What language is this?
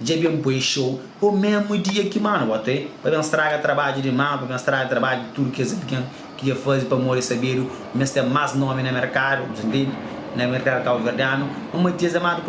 Kabuverdianu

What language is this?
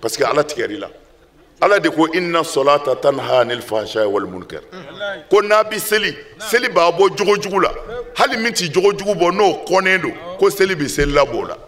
Bambara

